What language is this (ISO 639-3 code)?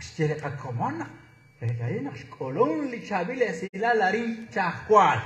kek